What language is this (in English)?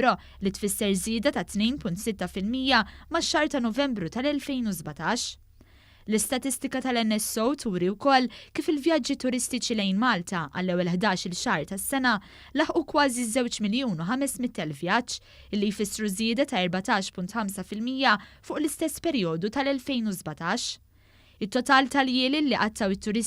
Maltese